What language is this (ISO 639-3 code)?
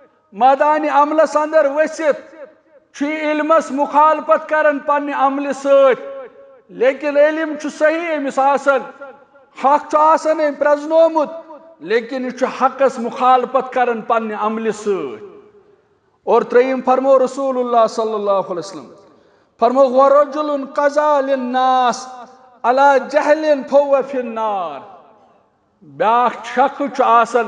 kas